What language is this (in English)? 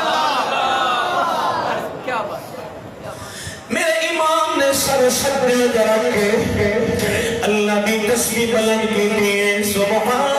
Saraiki